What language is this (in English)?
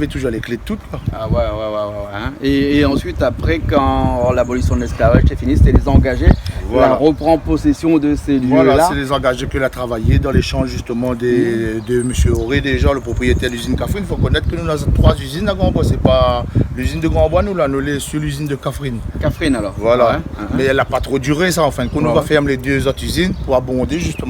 Réunion Creole French